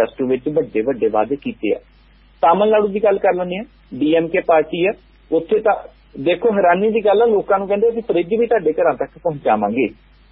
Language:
Punjabi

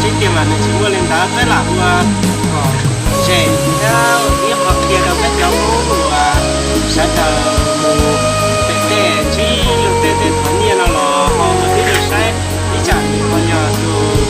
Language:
Hmong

